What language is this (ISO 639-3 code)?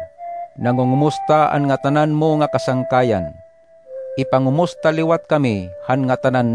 war